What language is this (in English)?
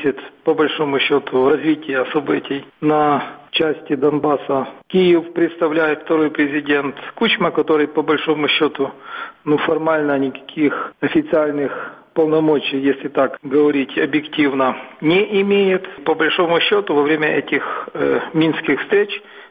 Russian